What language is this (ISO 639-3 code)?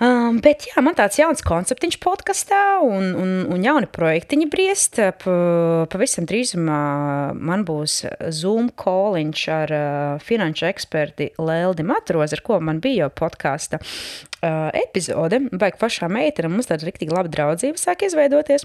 lav